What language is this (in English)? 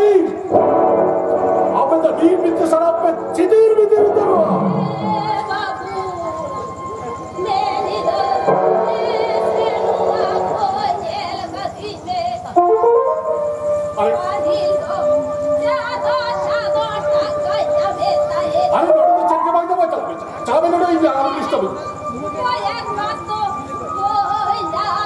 Hindi